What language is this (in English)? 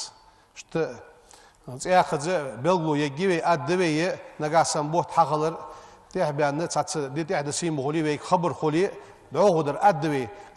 Ingush